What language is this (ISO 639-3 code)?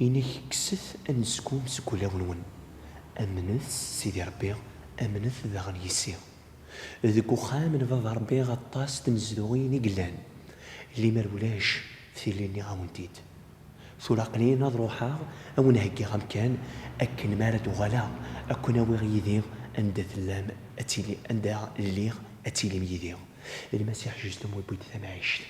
kab